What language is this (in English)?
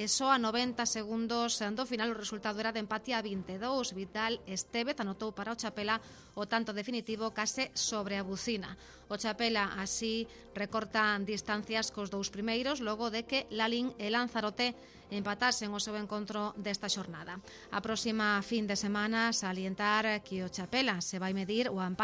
Galician